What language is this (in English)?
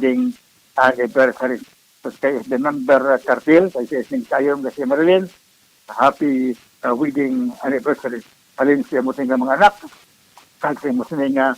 Hiligaynon